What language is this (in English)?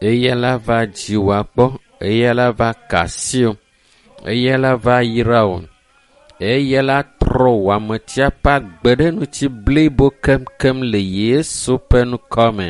Ewe